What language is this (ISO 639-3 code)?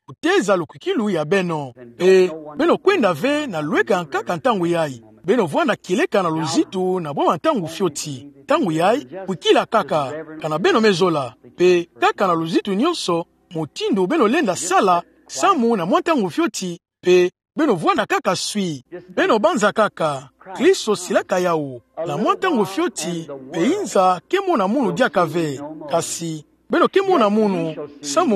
ktu